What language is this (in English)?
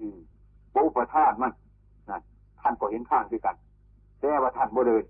Northeastern Thai